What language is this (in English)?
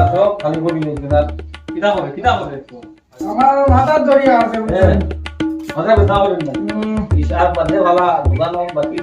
Sylheti